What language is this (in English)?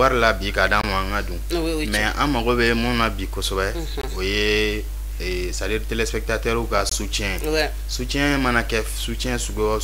Bambara